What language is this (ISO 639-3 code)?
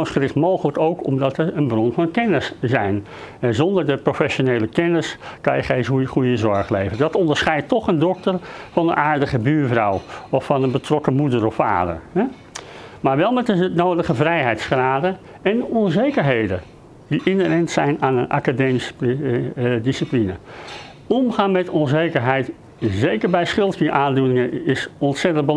nld